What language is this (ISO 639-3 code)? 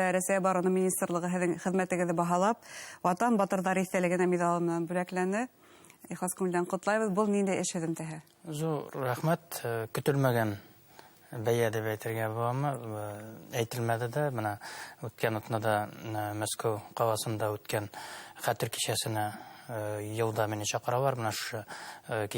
bak